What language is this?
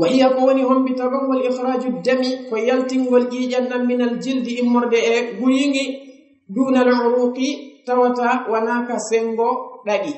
Fula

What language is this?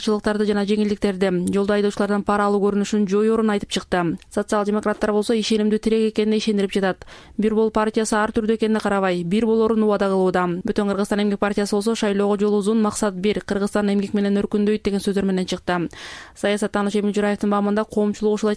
Kyrgyz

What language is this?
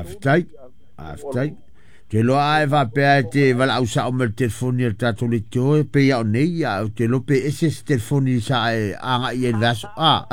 Samoan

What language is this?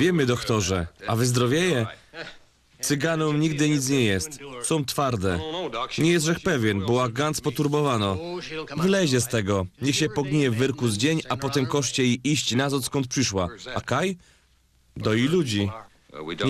Silesian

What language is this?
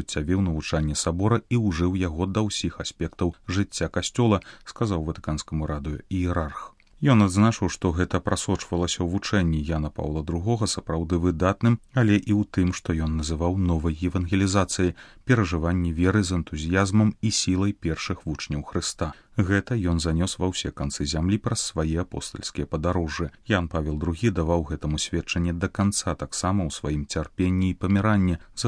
Belarusian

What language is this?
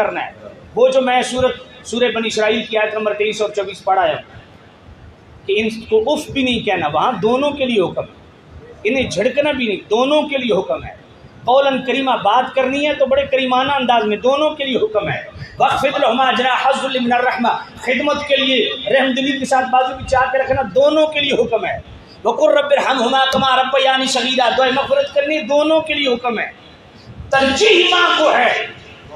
Urdu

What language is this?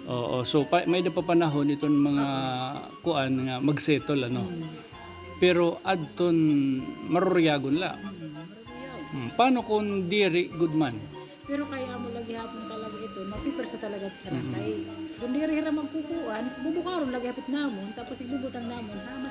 Waray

